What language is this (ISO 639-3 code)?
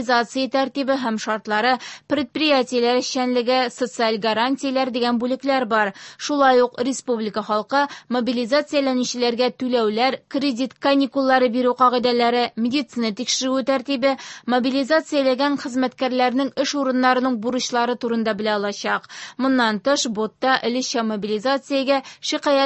tat